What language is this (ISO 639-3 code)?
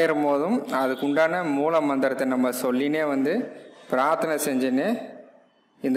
tam